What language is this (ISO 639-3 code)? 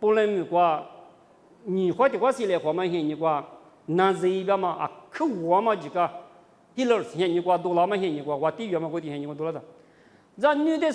lis